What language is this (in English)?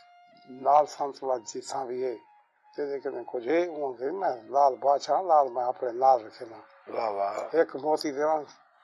Saraiki